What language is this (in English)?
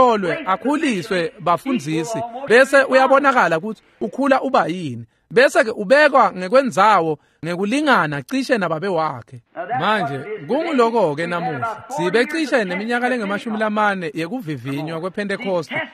Swati